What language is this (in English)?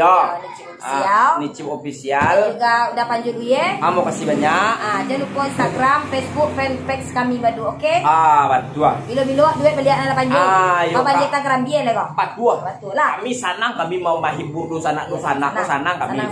Minangkabau